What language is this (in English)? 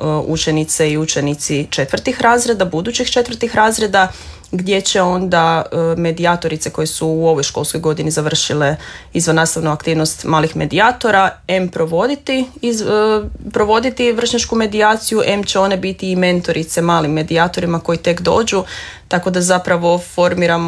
Croatian